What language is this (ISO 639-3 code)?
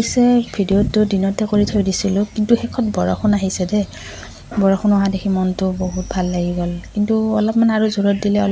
asm